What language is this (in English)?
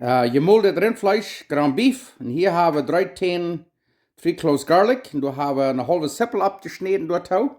Plautdietsch